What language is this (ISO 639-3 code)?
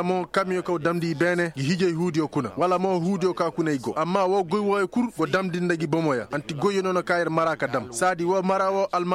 ses